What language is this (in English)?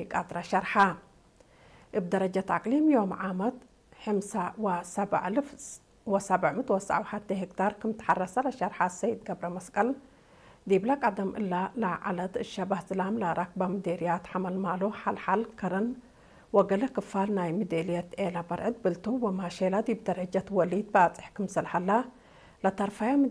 Tigrinya